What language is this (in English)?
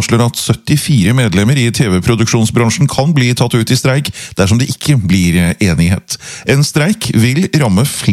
Norwegian